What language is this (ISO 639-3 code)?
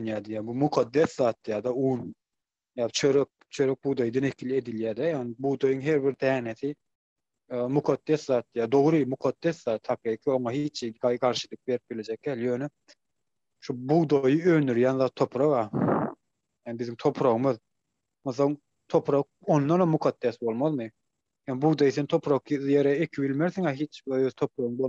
tuk